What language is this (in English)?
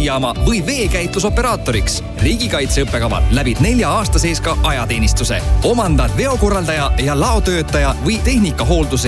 Estonian